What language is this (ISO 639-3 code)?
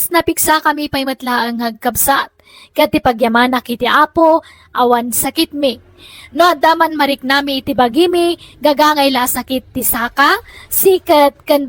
ilo